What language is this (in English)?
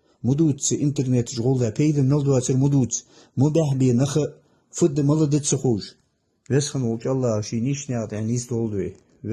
Ingush